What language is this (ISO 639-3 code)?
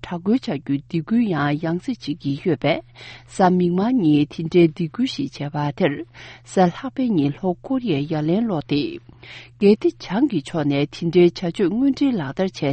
bod